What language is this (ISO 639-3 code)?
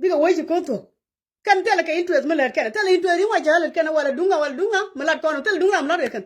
nus